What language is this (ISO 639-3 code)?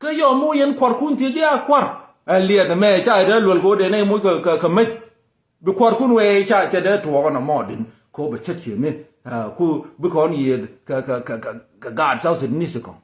nus